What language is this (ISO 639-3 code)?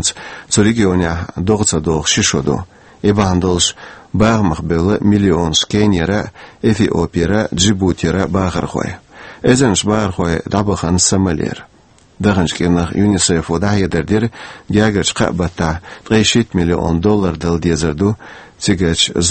che